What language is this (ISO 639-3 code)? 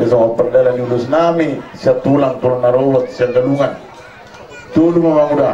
bbc